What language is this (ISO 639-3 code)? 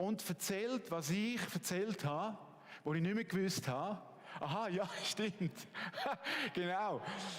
gsw